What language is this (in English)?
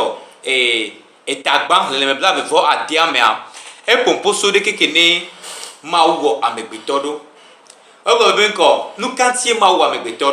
Gen